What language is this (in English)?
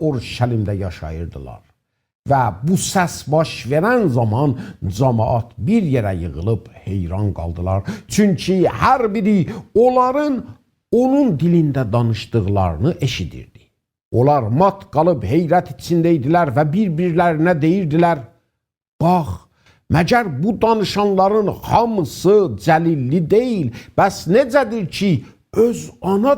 South Azerbaijani